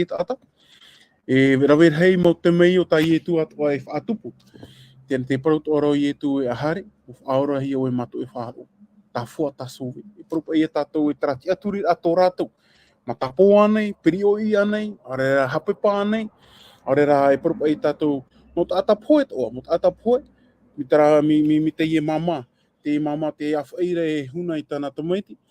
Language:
Tahitian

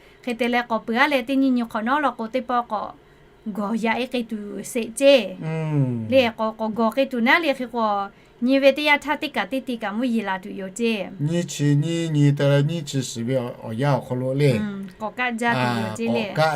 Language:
Lahu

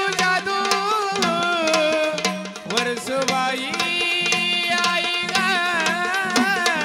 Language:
Marathi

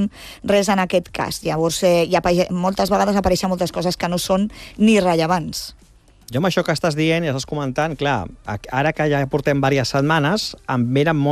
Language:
Catalan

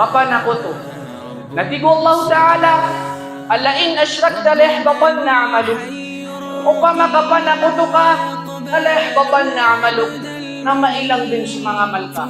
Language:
Maranao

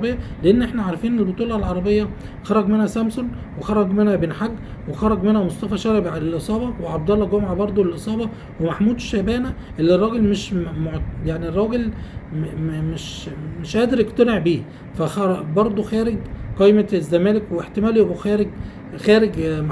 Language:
Egyptian Arabic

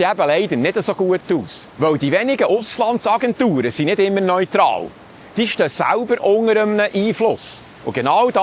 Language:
Swiss German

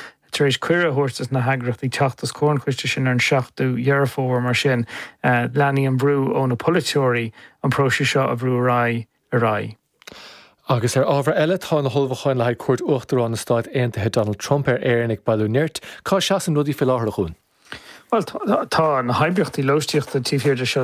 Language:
Irish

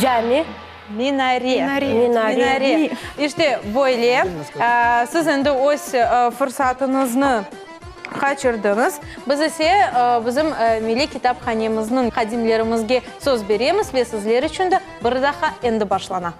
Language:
Crimean Tatar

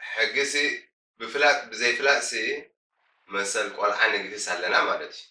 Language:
Tigrinya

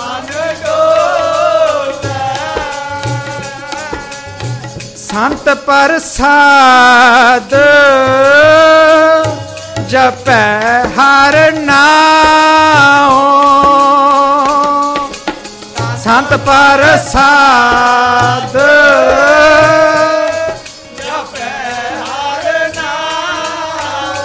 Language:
Punjabi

